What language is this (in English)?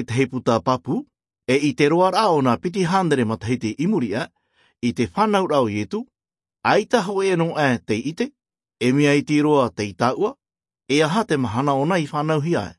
Tahitian